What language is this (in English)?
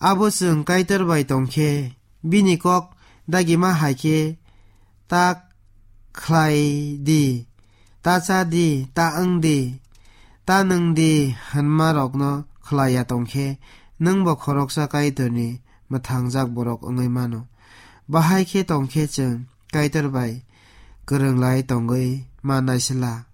Kok Borok